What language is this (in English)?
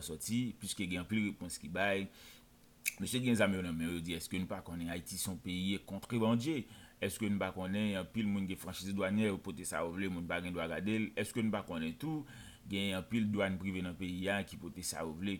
Haitian Creole